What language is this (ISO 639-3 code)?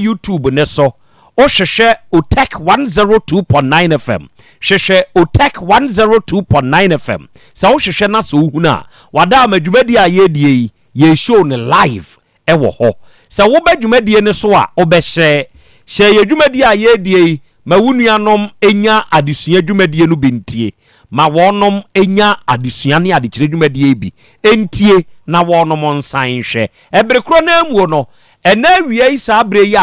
aka